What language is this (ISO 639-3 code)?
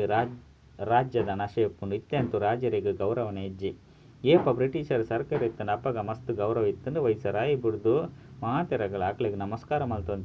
tcy